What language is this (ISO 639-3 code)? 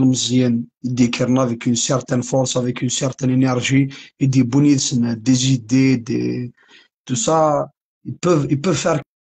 kab